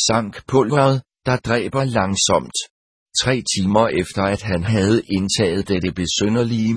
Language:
Danish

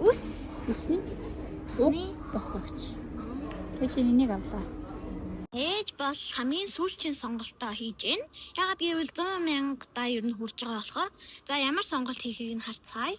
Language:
Mongolian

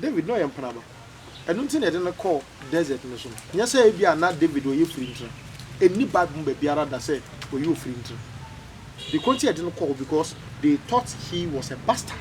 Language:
Akan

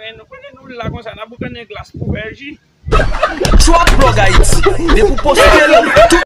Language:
Haitian Creole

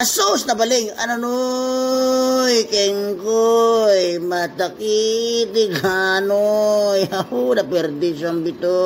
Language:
Itawit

